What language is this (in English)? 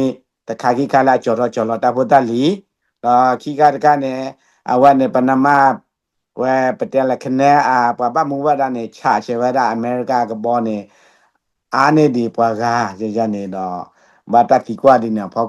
S'gaw Karen